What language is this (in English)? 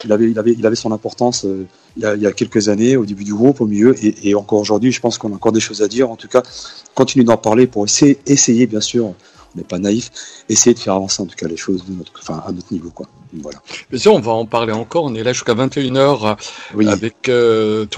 French